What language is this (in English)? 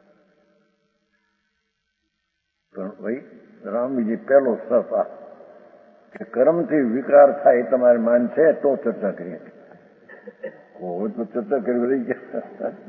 Gujarati